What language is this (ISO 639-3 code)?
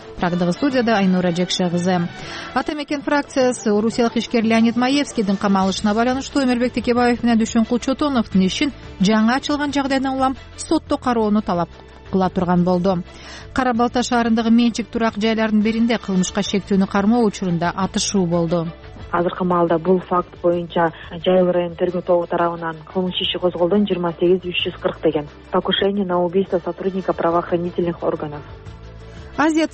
kir